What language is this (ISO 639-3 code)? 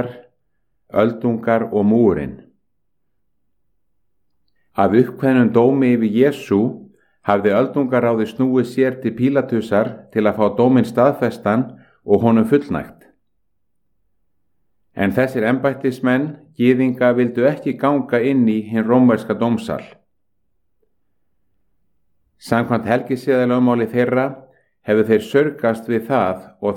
isl